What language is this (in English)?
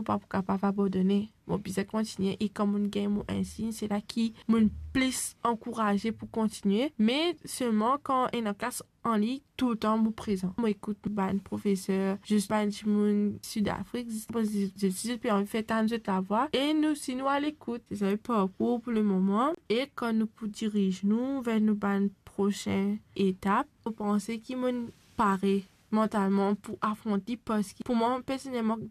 Morisyen